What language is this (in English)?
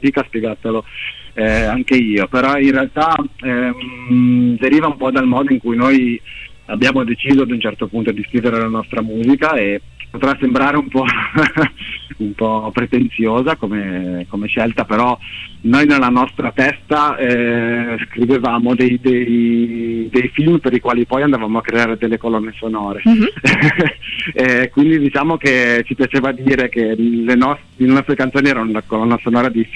Italian